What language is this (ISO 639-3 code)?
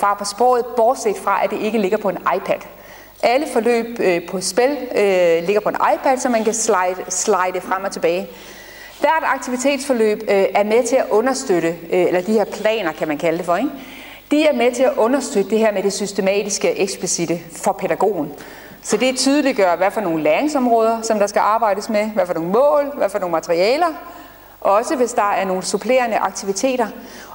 dan